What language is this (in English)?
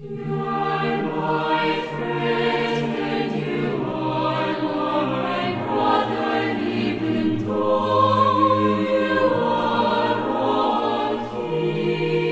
South Bolivian Quechua